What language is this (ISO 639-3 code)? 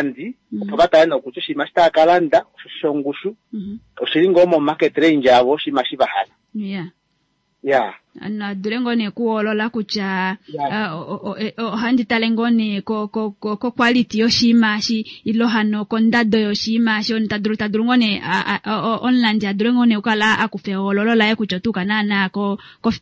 kua